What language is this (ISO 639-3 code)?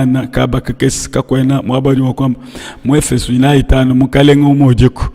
lua